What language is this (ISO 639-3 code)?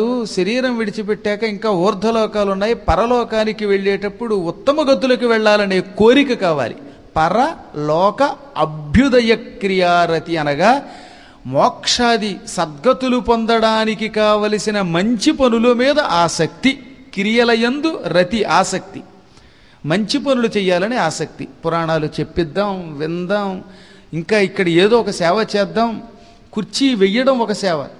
tel